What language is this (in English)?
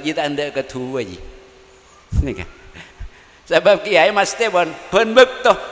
Madurese